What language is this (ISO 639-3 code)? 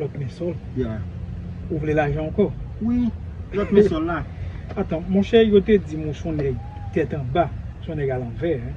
hat